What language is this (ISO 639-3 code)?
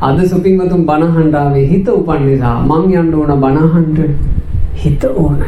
sin